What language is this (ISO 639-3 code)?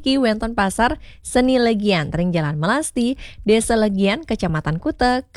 ban